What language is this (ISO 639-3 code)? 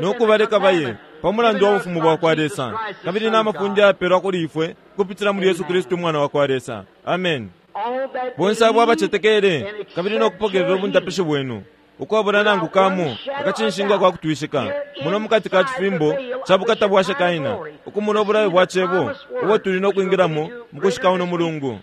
bem